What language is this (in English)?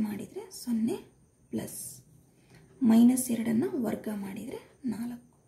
Kannada